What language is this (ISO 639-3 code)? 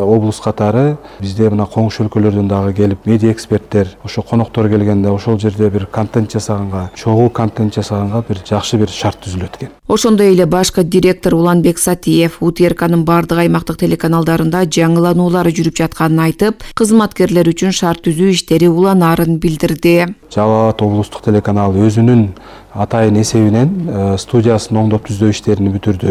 kir